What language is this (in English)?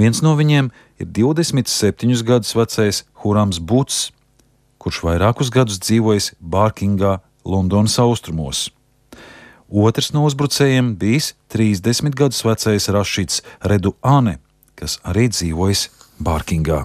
Latvian